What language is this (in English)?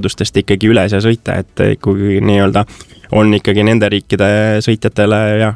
Estonian